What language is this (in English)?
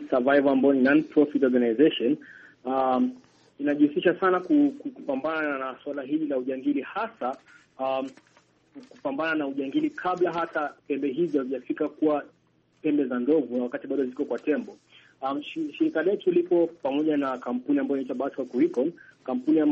Swahili